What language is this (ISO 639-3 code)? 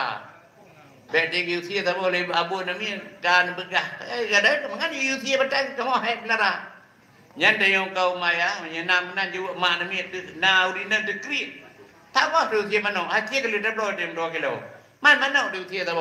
ace